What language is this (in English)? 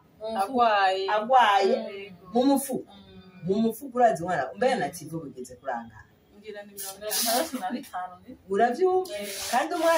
Rundi